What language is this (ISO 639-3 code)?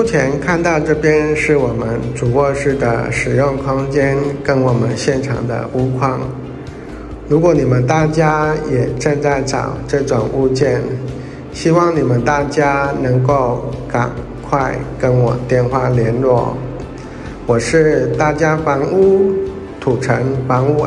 zho